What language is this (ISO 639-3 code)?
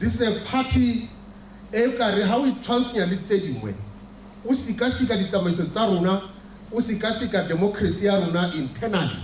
tsn